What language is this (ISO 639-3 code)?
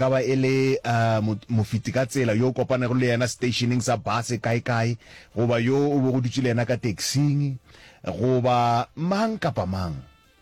nso